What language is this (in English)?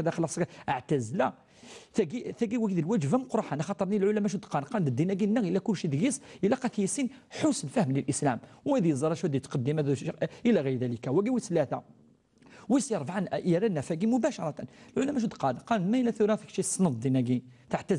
Kabyle